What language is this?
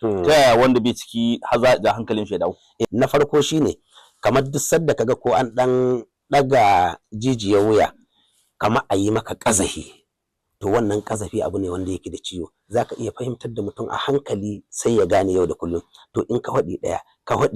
Hausa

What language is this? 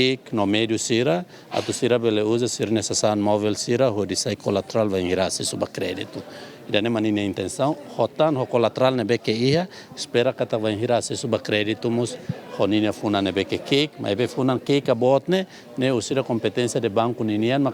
Tetum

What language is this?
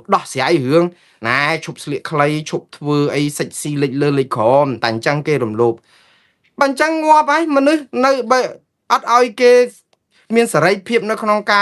Khmer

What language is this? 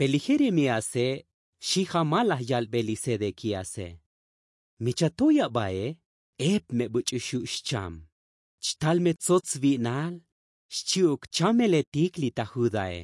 Tzotzil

